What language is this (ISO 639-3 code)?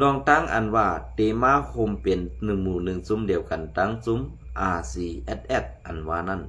shn